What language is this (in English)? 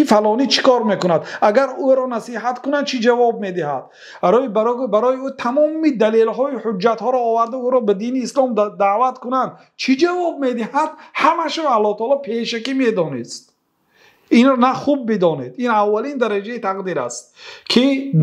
Persian